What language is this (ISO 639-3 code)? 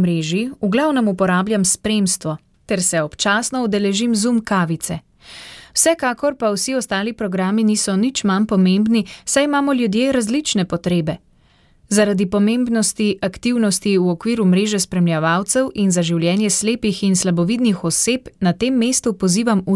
slv